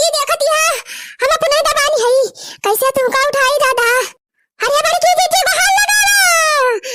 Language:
Awadhi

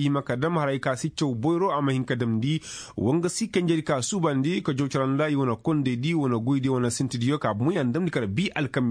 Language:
Koyraboro Senni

